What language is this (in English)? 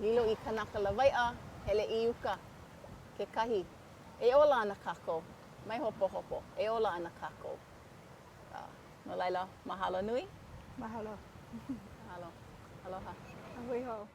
Hawaiian